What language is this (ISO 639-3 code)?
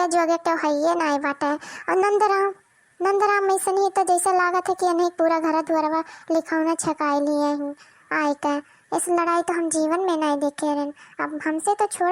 awa